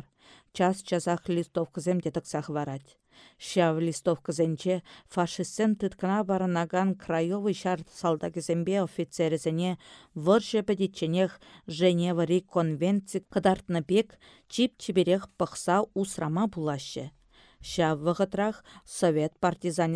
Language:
Chuvash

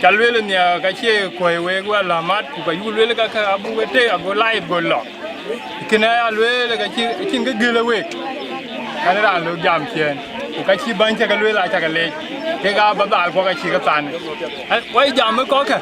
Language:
Dinka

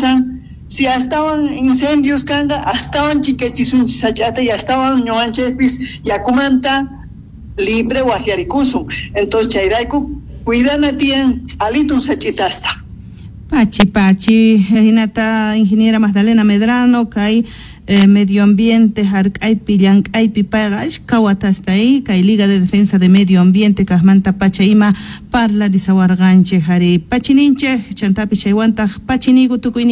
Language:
South Bolivian Quechua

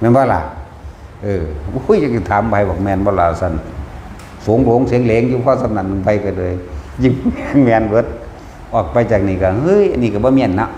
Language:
Northeastern Thai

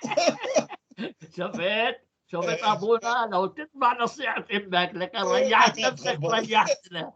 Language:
North Levantine Arabic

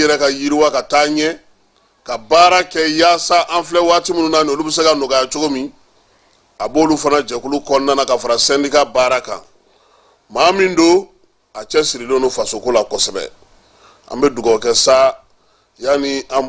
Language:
Bambara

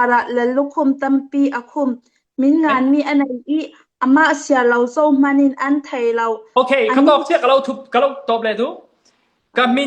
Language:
Falam Chin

